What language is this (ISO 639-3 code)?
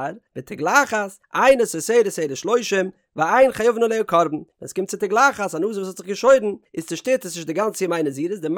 yid